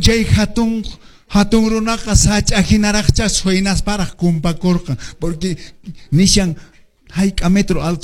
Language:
Quechua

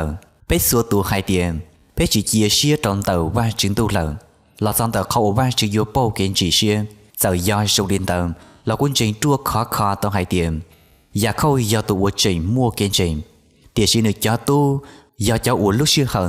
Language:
Hmong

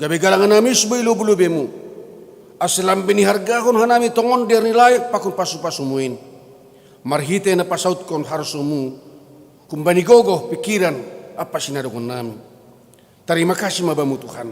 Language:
Batak Simalungun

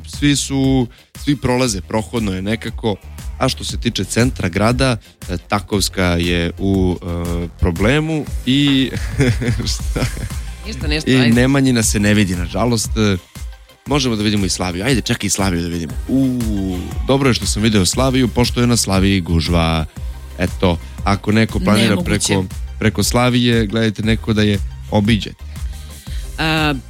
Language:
Serbian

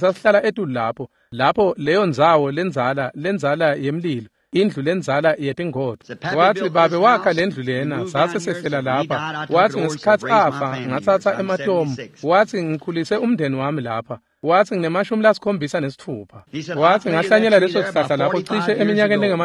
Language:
Swati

